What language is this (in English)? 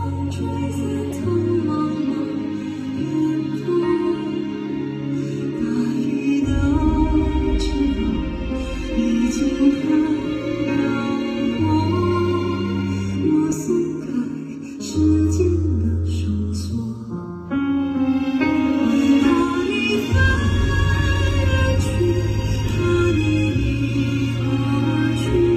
Chinese